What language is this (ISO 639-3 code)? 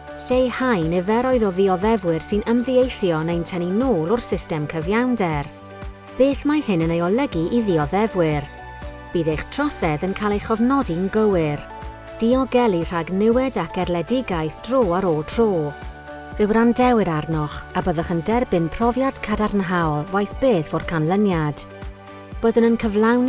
cym